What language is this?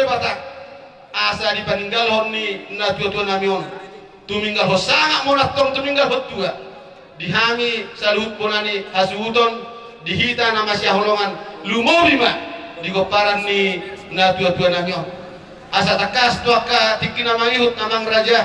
Batak Toba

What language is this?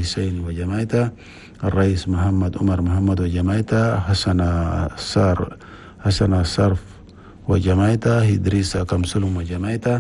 Chadian Arabic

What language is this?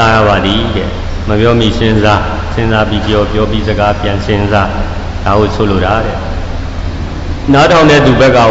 Burmese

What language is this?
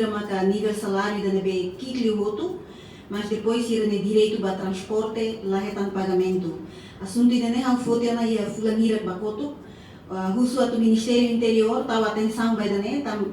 Tetum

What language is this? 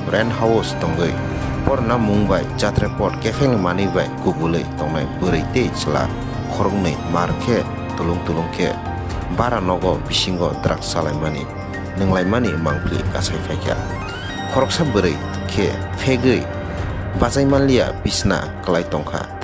Kok Borok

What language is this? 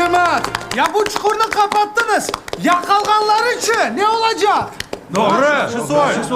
Crimean Tatar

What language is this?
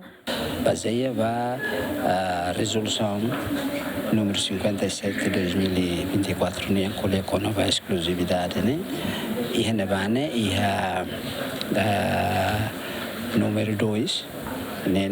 Tetum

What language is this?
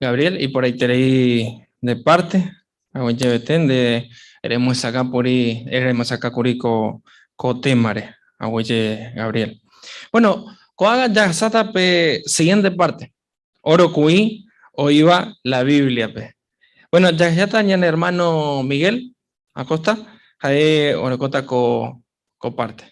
Guarani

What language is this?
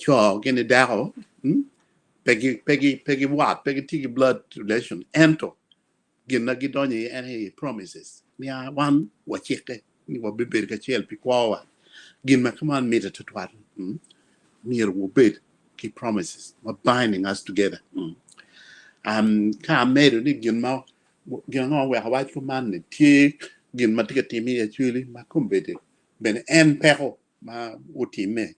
Acoli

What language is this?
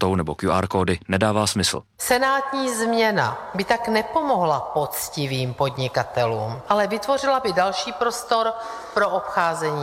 Czech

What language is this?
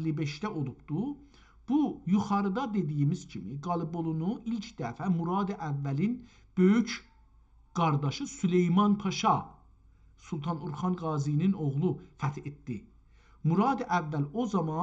South Azerbaijani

